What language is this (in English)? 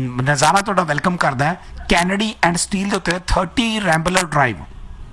Punjabi